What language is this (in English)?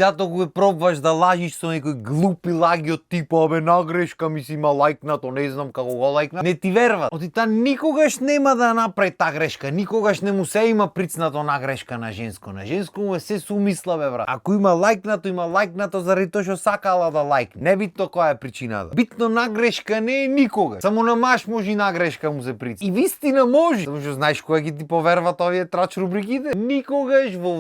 Macedonian